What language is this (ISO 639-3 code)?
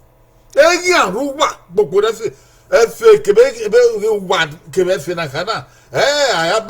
bin